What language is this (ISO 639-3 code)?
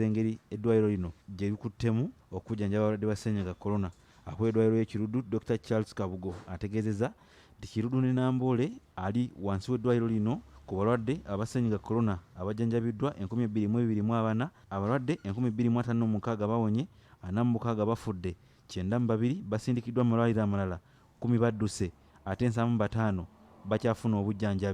lug